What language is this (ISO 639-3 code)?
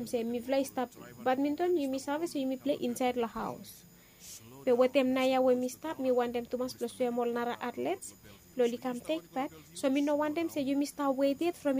bis